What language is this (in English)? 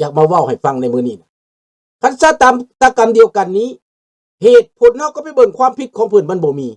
Lao